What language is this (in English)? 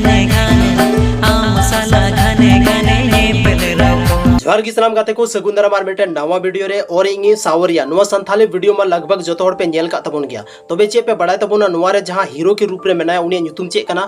Santali